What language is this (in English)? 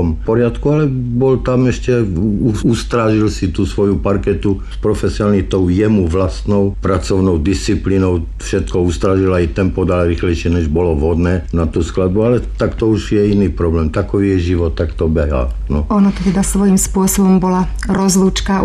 Slovak